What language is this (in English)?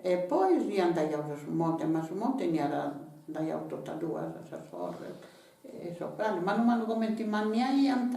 Sardinian